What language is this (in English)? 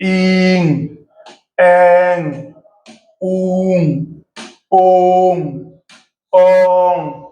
Bambara